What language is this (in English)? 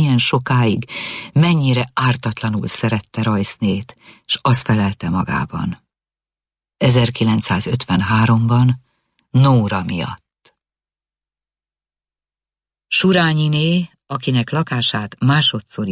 Hungarian